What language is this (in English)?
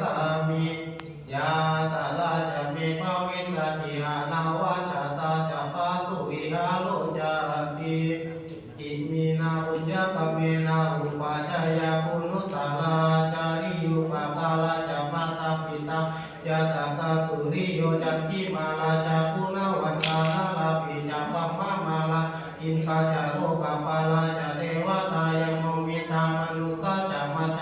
Pali